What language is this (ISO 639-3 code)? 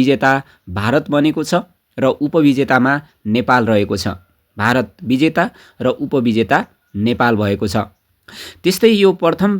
nep